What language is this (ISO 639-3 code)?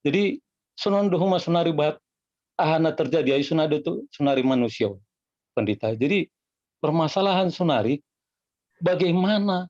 bts